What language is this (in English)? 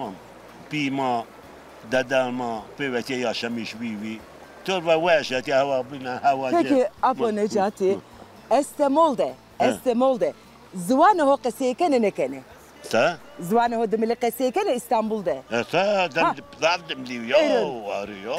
Zaza